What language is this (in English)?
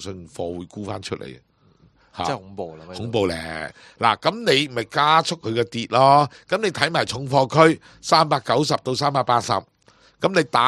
Cantonese